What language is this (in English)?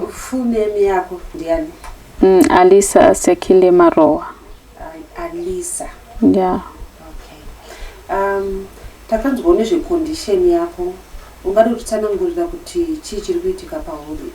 Shona